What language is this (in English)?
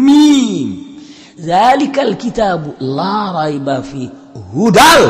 Sundanese